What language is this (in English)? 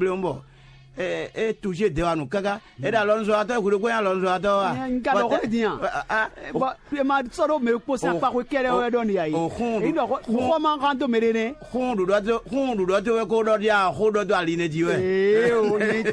Fon